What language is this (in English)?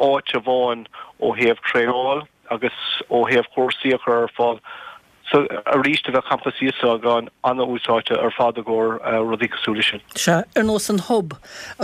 Irish